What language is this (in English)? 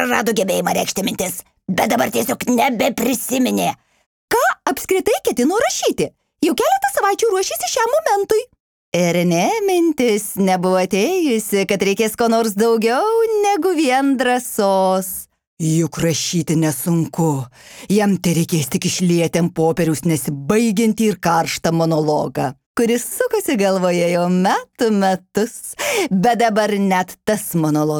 Lithuanian